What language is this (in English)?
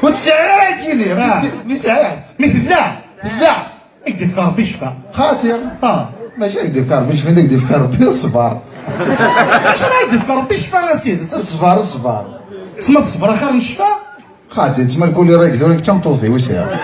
Kabyle